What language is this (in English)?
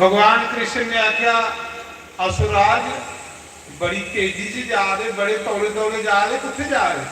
Dogri